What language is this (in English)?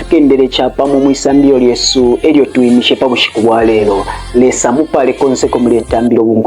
Bemba